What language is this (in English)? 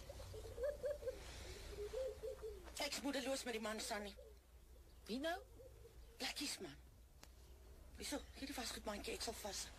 Afrikaans